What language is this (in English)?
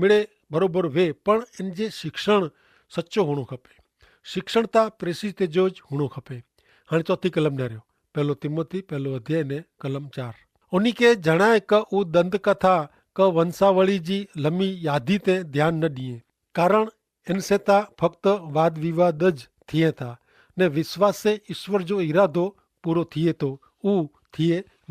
Kachhi